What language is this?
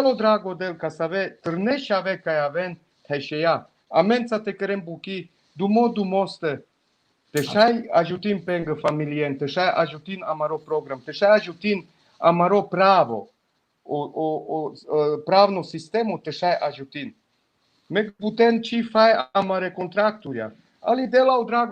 Balkan Romani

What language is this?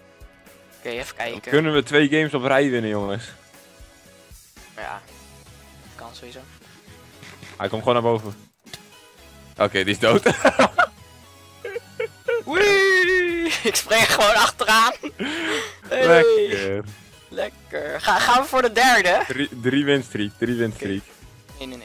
Dutch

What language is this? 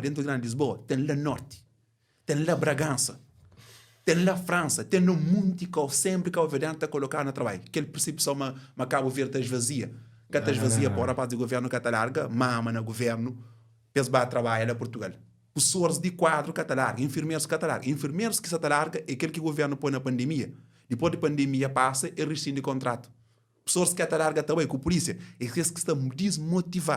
Kabuverdianu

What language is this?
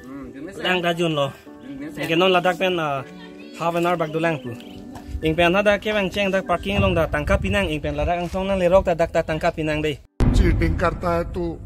Karbi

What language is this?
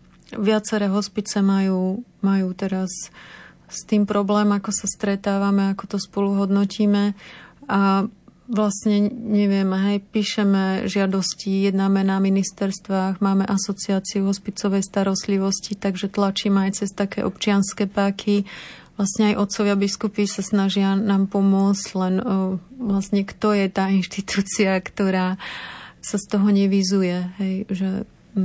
Slovak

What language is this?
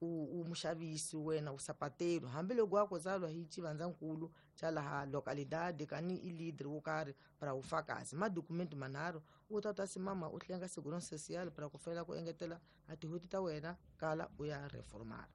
Tsonga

